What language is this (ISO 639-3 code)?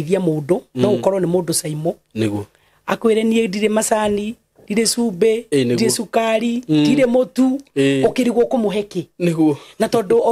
kik